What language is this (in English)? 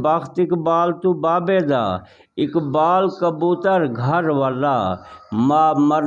Saraiki